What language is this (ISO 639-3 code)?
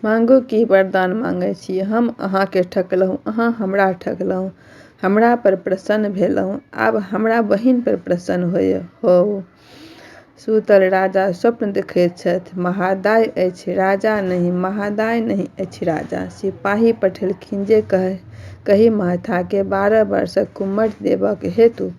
mai